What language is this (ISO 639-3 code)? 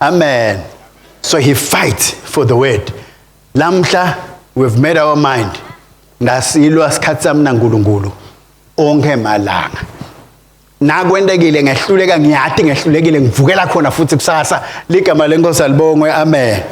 ssw